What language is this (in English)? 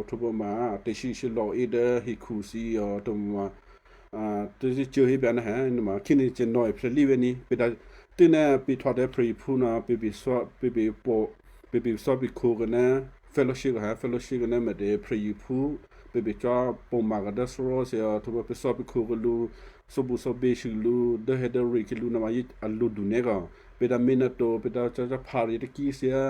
Western Kayah